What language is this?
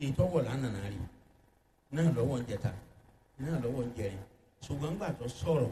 Yoruba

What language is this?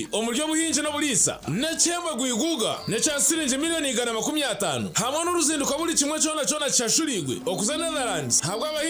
Nyankole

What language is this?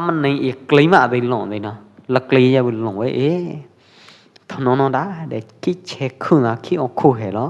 Pwo Eastern Karen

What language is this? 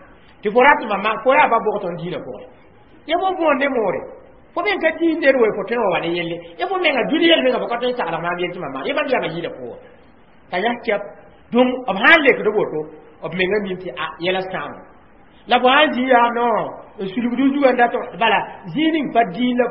Mossi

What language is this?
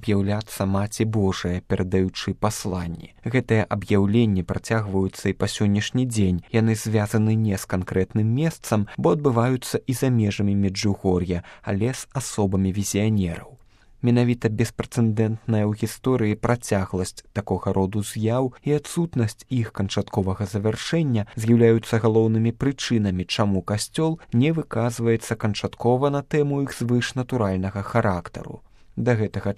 Belarusian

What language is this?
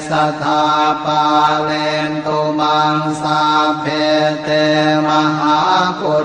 Pali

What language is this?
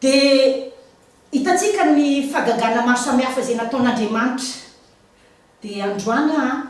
Malagasy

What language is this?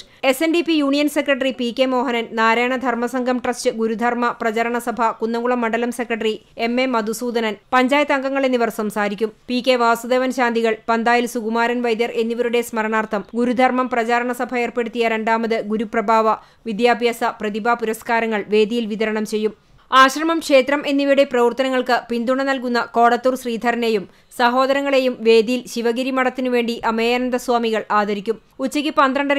Malayalam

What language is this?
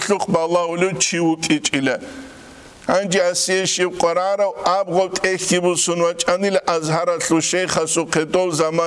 Avaric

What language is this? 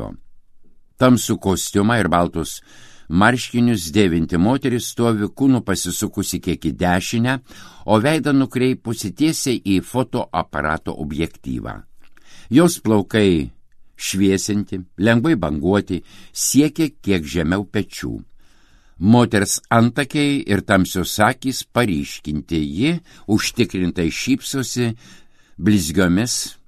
Lithuanian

